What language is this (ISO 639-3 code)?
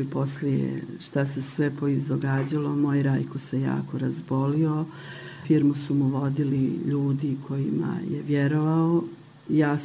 bos